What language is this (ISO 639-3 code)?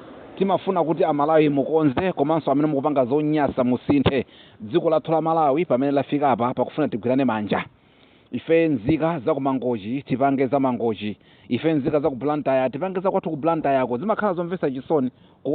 nya